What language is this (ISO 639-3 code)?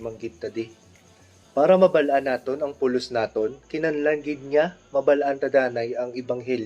hil